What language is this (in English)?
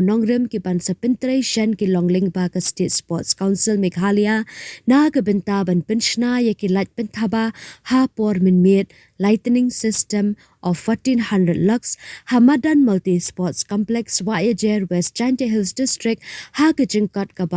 Khasi